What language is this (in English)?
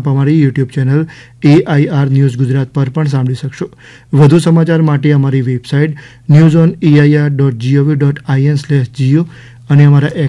Gujarati